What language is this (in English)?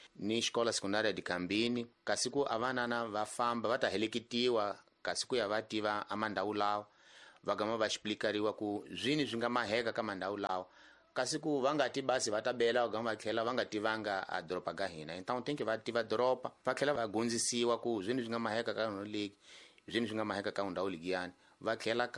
Tsonga